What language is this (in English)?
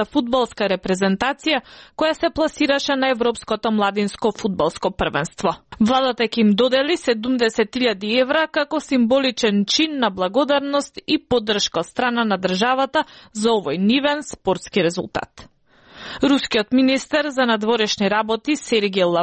Macedonian